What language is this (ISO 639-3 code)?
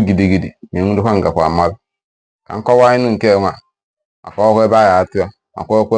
ibo